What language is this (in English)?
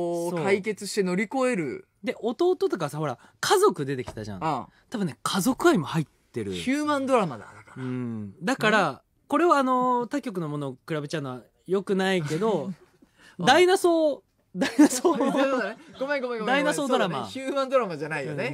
Japanese